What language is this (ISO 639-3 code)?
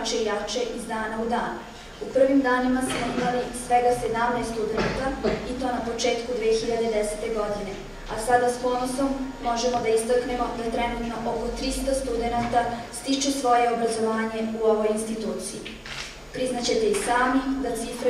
srp